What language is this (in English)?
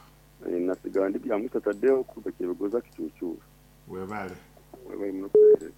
Nyoro